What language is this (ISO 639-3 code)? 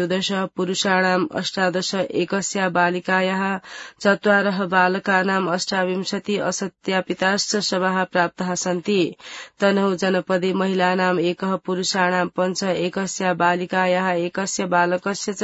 san